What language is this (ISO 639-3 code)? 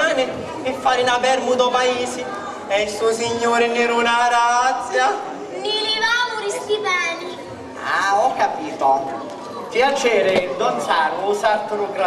scn